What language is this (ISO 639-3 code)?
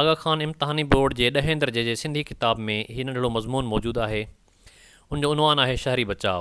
snd